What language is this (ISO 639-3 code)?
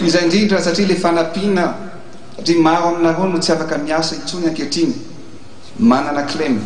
mlg